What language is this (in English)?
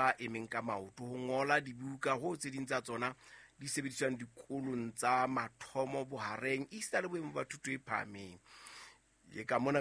Southern Sotho